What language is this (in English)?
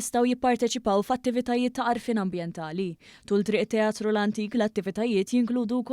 Maltese